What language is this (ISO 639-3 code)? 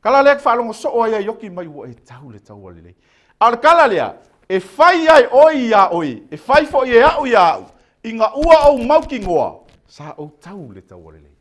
smo